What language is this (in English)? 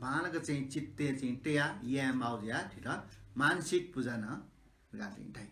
Newari